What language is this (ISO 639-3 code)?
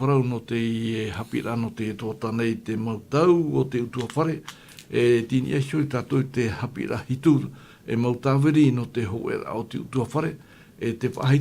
tah